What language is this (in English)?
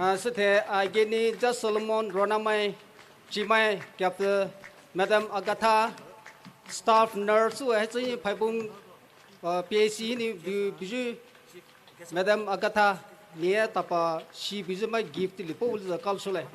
Poumei Naga